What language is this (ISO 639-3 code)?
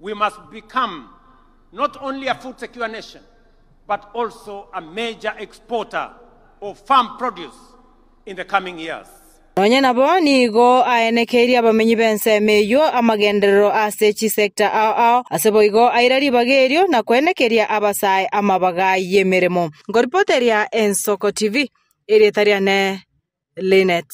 guz